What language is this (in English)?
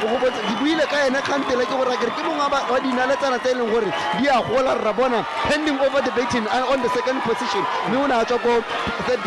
Tswana